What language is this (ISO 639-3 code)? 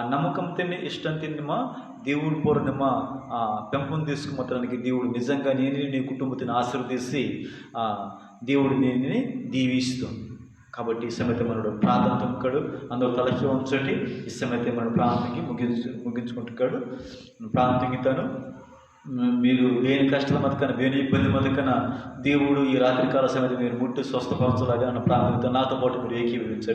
kff